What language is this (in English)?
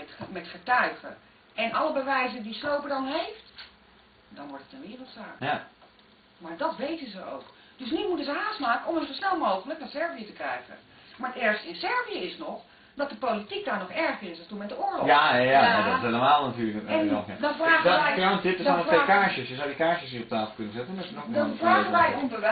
Dutch